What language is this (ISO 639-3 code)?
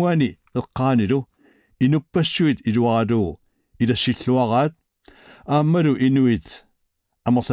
kal